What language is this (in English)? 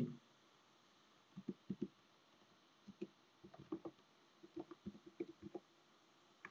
Korean